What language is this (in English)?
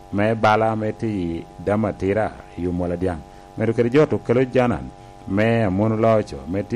Lango (Uganda)